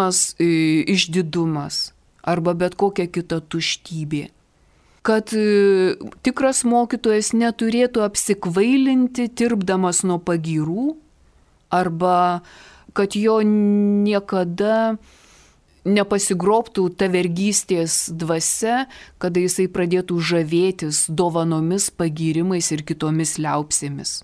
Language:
Lithuanian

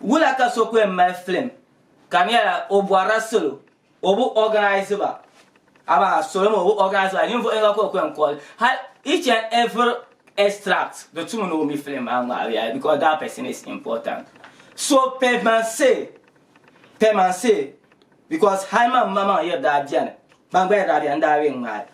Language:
Dagbani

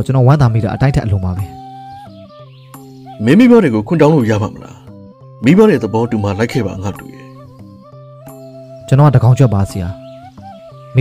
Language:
Burmese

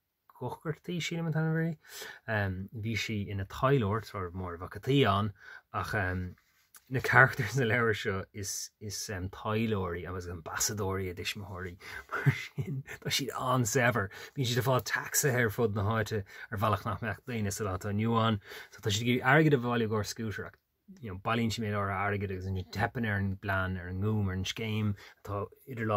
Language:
Irish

